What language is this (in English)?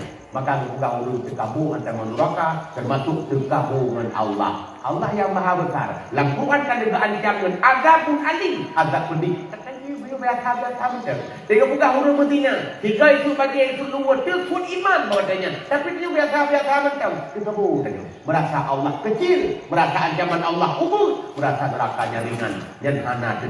Achinese